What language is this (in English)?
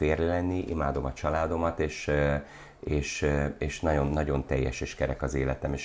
Hungarian